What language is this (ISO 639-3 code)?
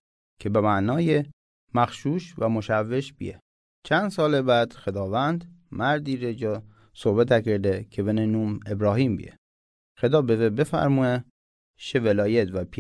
mzn